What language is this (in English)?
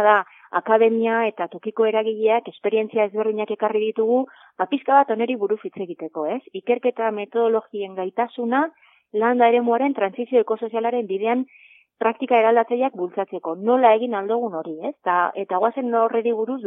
Basque